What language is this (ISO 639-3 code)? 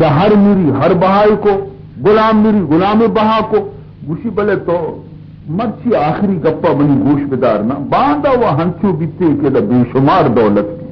bal